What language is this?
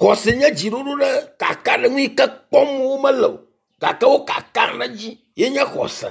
Ewe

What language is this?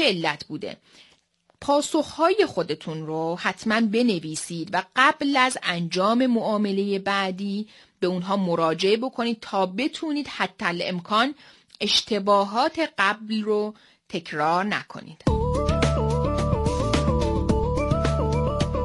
Persian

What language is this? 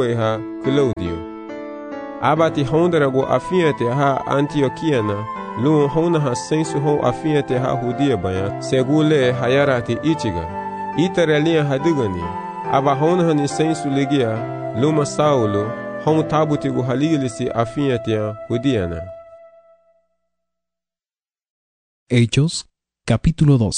Garifuna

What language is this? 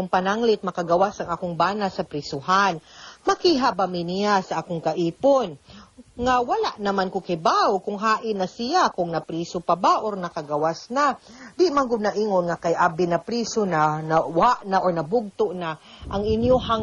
Cebuano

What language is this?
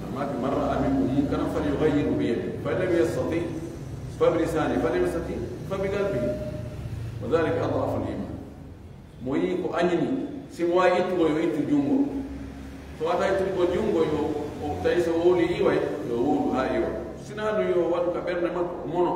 Pular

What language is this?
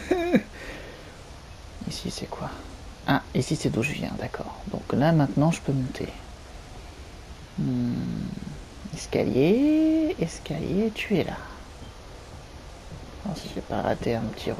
French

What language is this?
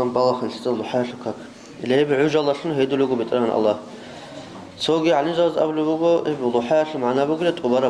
Avaric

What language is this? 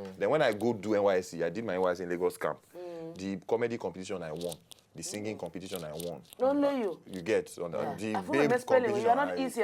Nigerian Pidgin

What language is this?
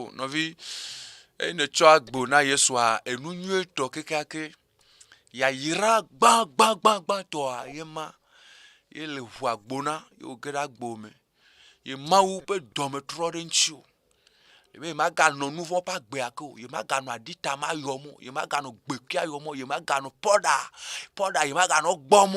Ewe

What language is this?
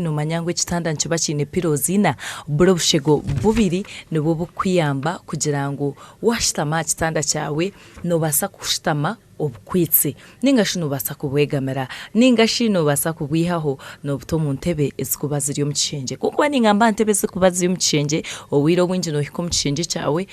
Nyankole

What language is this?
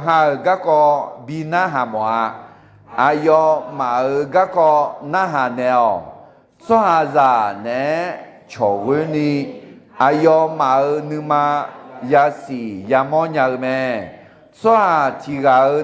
Akha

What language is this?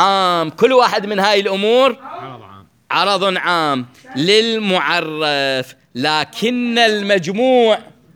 Mesopotamian Arabic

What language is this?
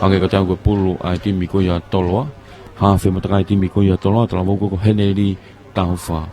Tongan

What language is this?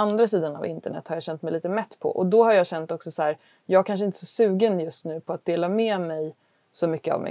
Swedish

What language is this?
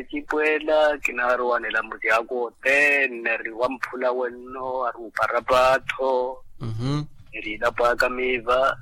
Makhuwa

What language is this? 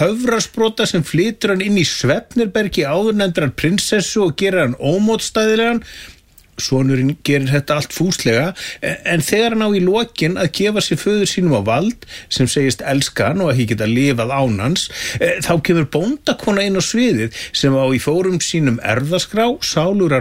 Icelandic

